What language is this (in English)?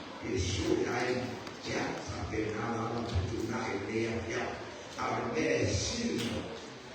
Samoan